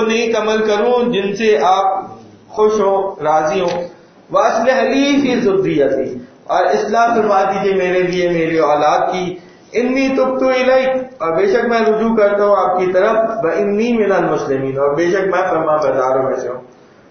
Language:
Urdu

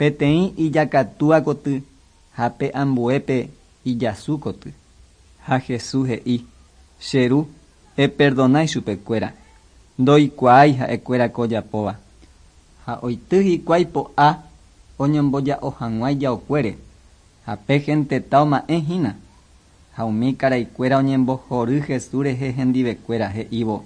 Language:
Guarani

